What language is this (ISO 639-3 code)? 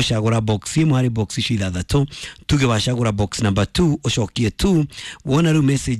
kik